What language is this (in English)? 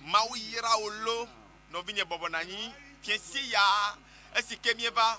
Ewe